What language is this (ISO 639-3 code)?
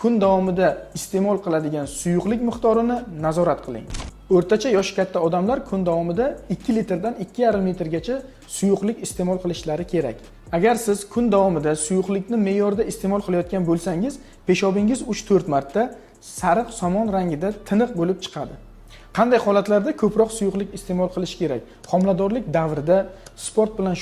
uzb